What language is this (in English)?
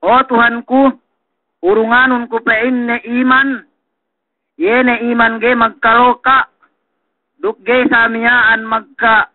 Yakan